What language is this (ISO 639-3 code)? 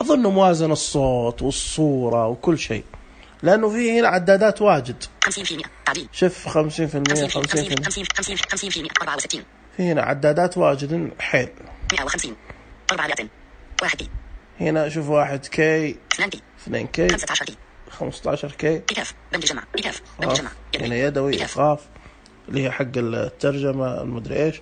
ars